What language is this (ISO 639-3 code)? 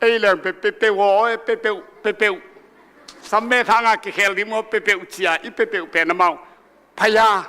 ctd